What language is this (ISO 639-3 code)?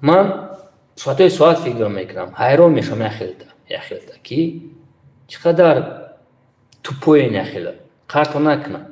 tgk